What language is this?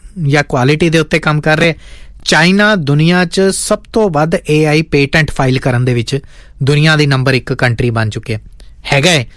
Punjabi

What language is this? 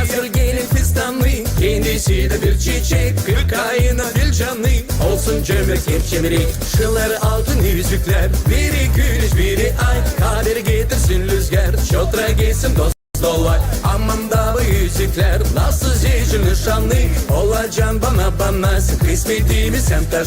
Gagauz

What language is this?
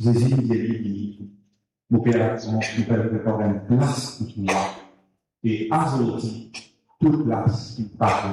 Morisyen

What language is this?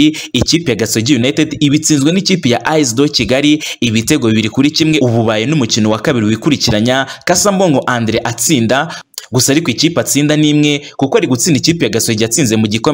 Kinyarwanda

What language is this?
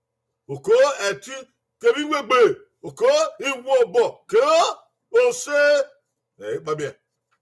Bini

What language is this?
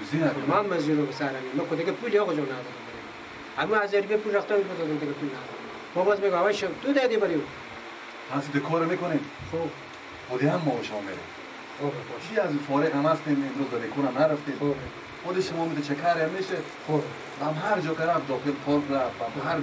Persian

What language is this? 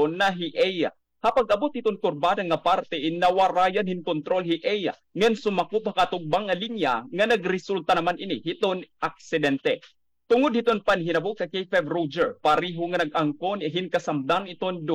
Waray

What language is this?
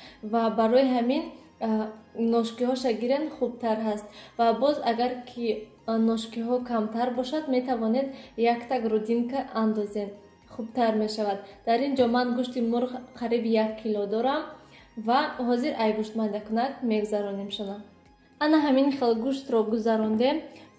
Tajik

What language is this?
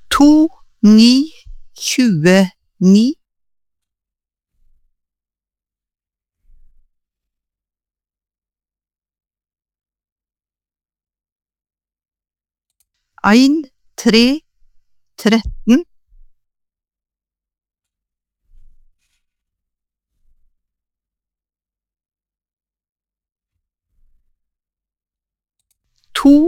Norwegian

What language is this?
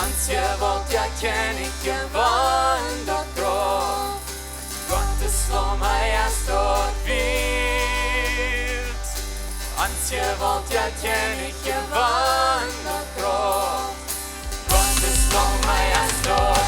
Plautdietsch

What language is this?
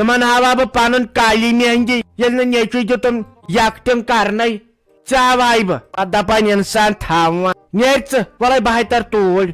Kashmiri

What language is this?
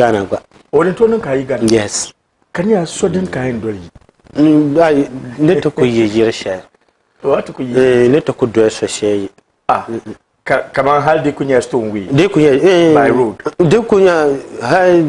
Dagbani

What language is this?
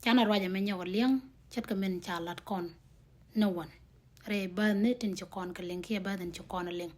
Nuer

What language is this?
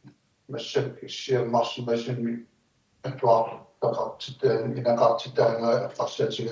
Kalaallisut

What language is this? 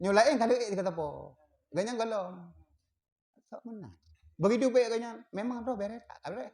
Achinese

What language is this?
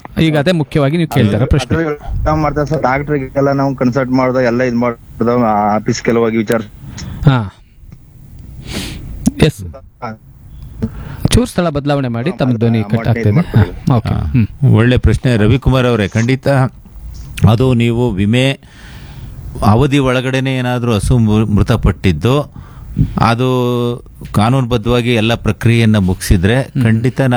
Kannada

